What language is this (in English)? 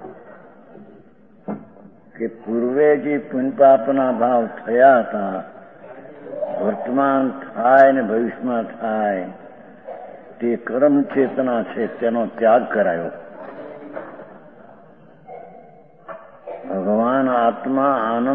Gujarati